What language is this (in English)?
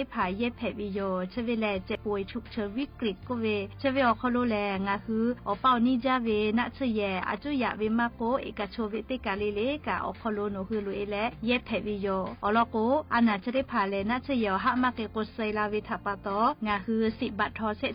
Lahu